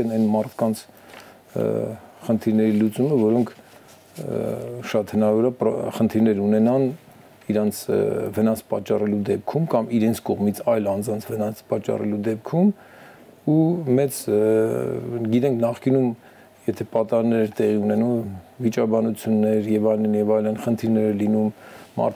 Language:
Armenian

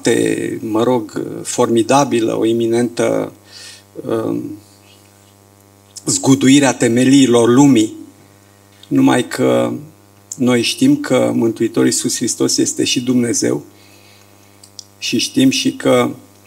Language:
Romanian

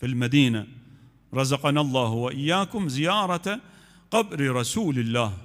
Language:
Mesopotamian Arabic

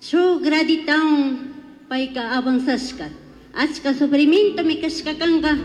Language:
Chimborazo Highland Quichua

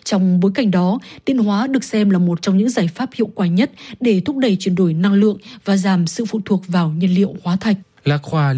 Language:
Vietnamese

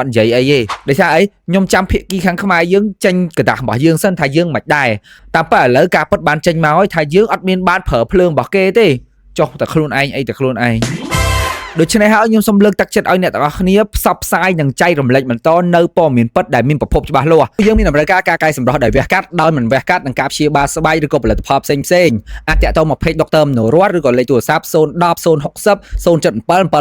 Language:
Khmer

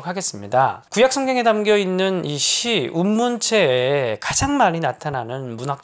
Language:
Korean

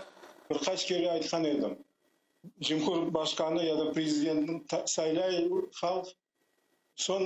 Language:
Crimean Tatar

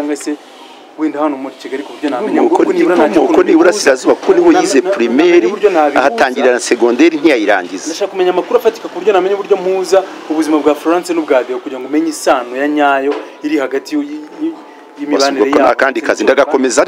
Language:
Kinyarwanda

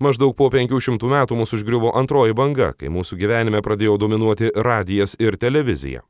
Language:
Lithuanian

